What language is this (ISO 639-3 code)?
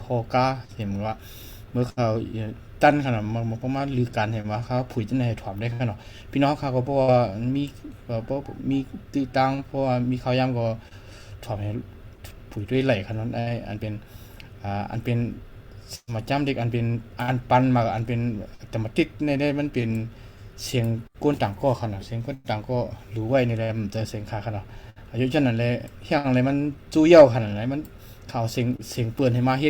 shn